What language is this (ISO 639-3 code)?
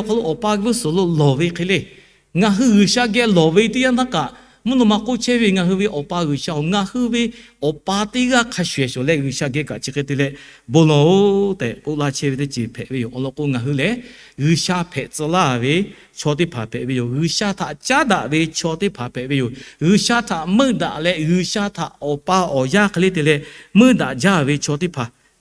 lhu